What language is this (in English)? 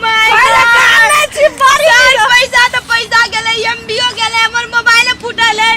Maithili